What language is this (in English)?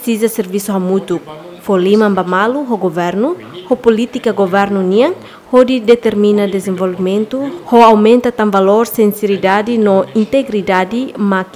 Tetum